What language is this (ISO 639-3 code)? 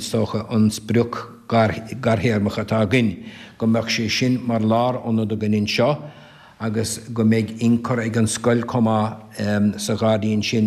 gle